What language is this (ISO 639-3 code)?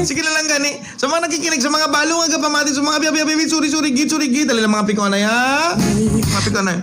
hil